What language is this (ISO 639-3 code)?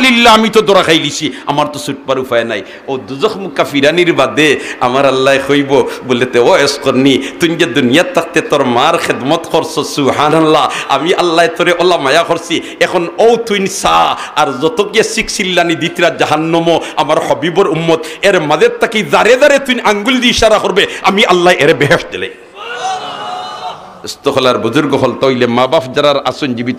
syl